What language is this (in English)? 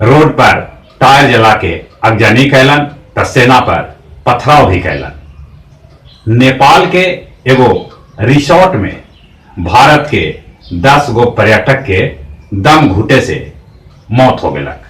Magahi